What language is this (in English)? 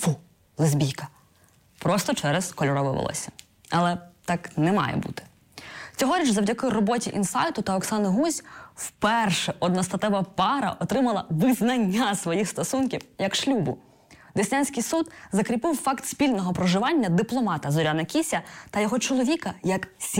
Ukrainian